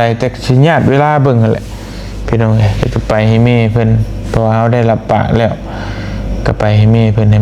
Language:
Lao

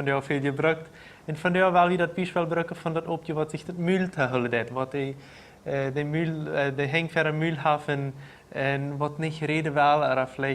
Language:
Plautdietsch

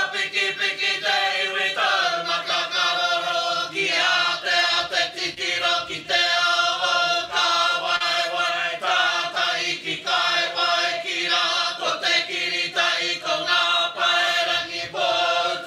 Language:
Māori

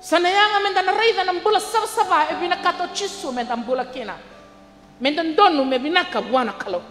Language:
Fijian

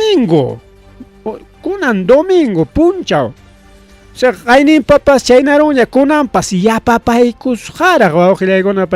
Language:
Ayacucho Quechua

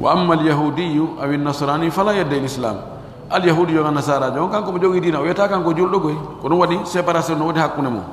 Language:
Pular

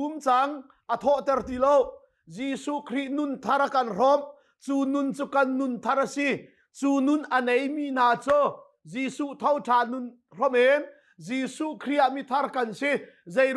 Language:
Hakha Chin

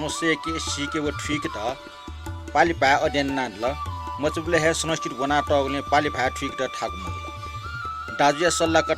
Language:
Newari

